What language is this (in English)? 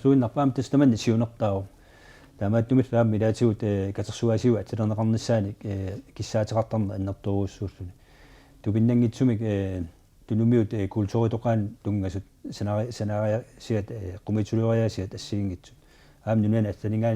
Kalaallisut